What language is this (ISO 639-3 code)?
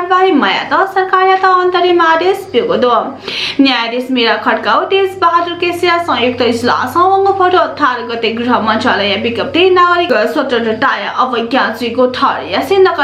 new